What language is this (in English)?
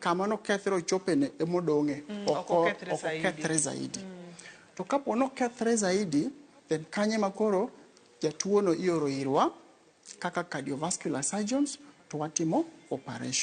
Luo (Kenya and Tanzania)